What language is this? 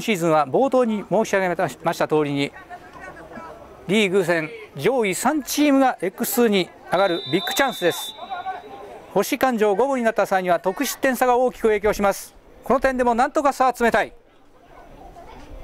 Japanese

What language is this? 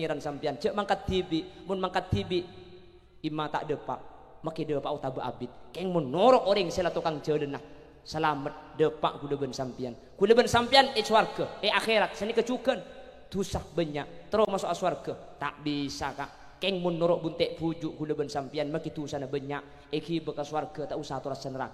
Madurese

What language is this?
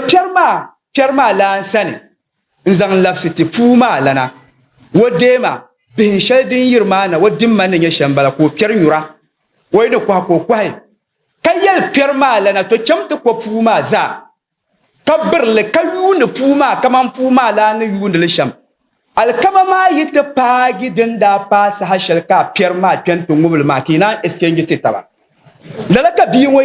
Dagbani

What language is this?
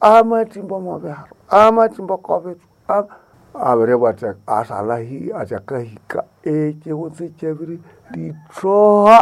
Nande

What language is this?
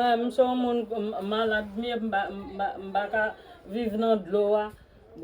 Haitian Creole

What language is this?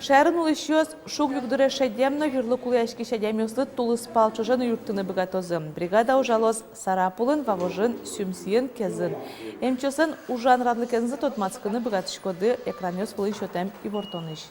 Udmurt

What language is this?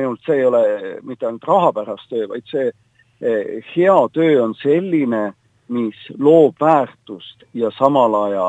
Estonian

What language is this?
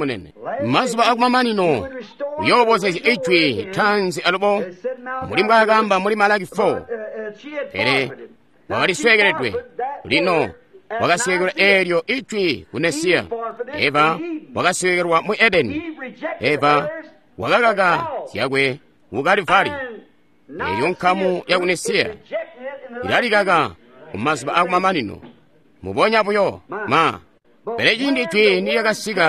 Tonga (Zambia)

